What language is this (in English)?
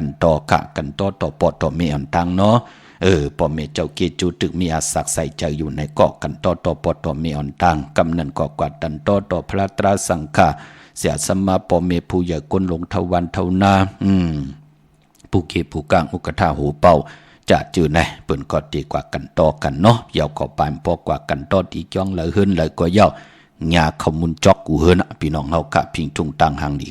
Shan